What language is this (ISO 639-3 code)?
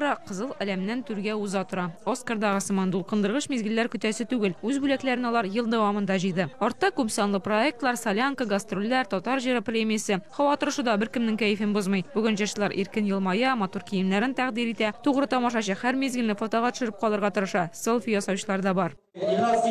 tat